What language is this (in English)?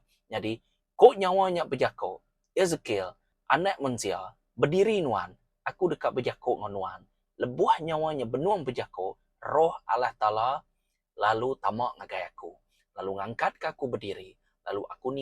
Iban